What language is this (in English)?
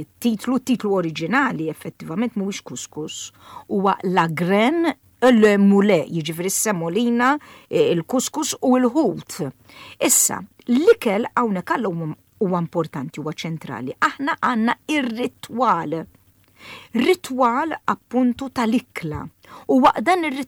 Maltese